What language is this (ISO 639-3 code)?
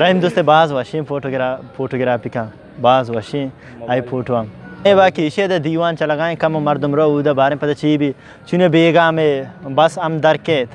bal